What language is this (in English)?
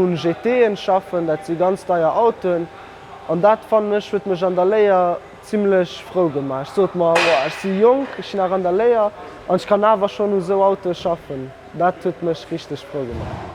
Luxembourgish